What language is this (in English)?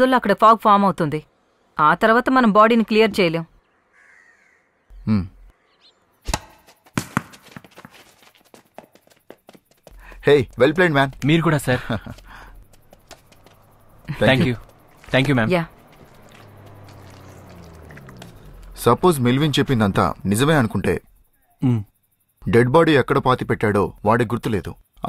Telugu